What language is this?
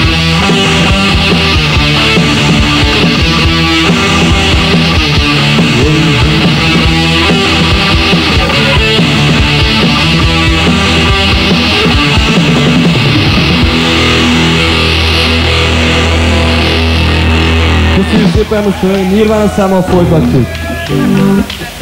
Hungarian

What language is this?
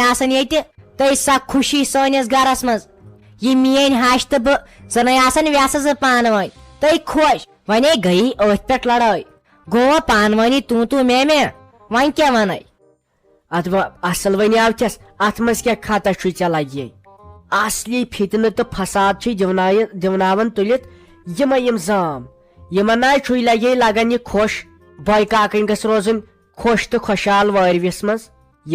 Kashmiri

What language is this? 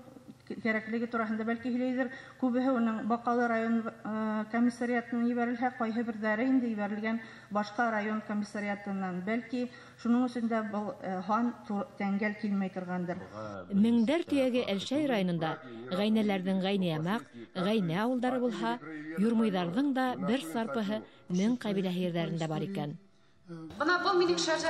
Bashkir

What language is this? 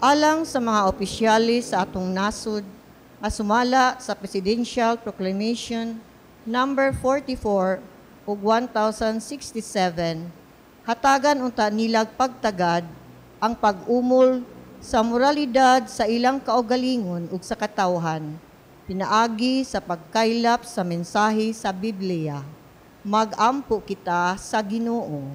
Cebuano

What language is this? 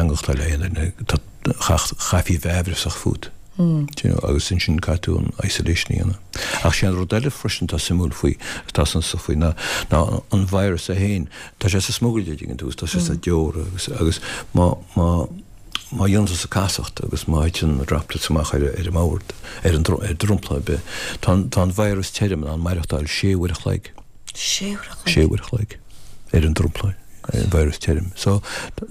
Irish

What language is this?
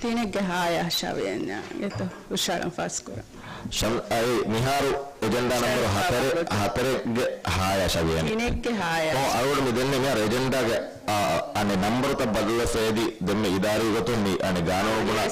Divehi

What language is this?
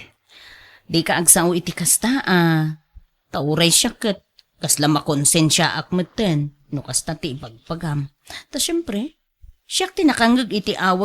Iloko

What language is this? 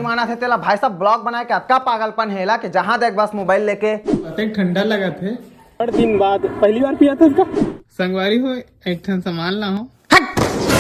Chhattisgarhi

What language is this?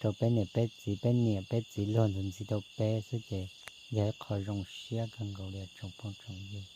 Hmong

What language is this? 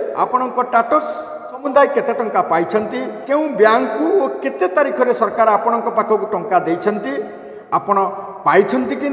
Odia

